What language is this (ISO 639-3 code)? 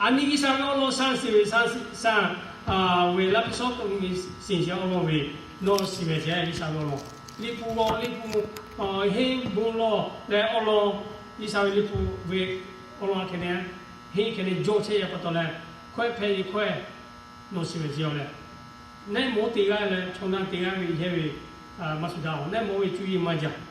lhu